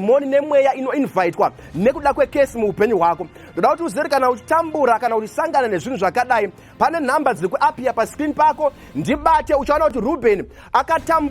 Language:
Shona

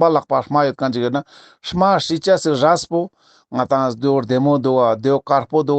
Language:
Ladakhi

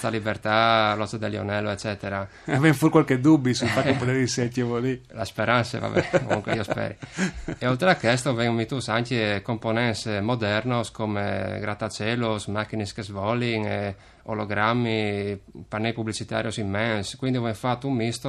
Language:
Friulian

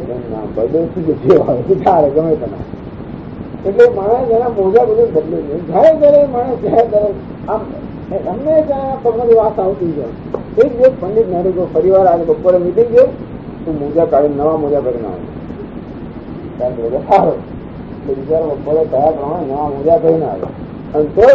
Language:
Gujarati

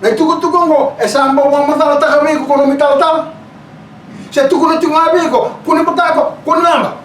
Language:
Fijian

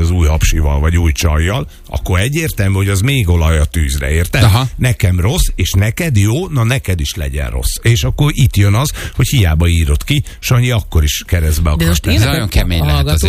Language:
Hungarian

